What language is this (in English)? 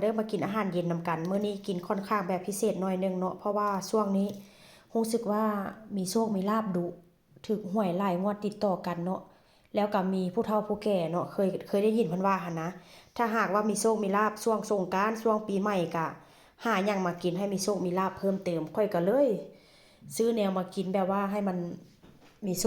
Northeastern Thai